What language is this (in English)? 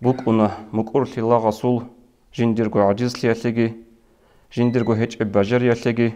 Avaric